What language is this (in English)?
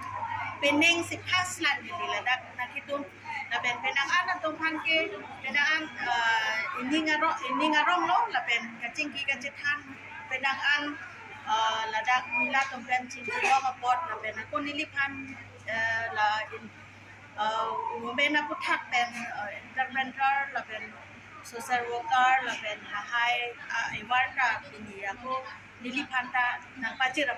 Karbi